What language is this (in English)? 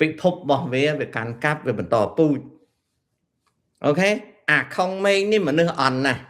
Khmer